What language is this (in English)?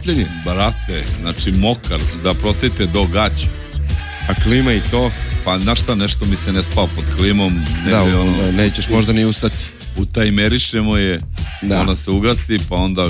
Serbian